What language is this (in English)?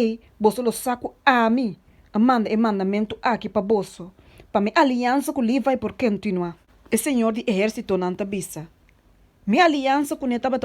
Papiamento